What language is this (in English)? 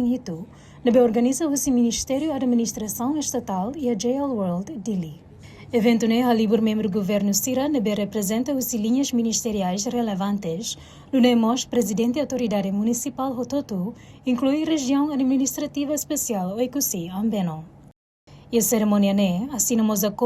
Tetum